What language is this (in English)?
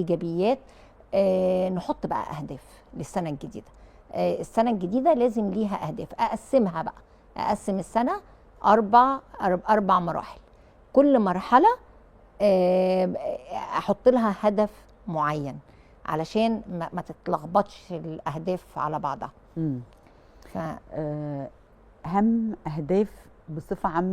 Egyptian Arabic